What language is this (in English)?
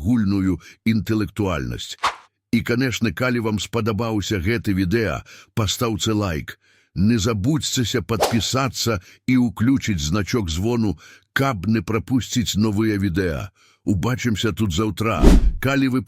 Belarusian